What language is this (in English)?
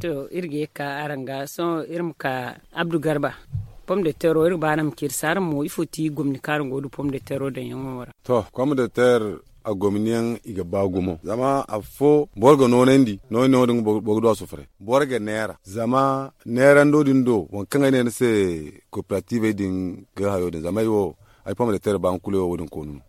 Zarma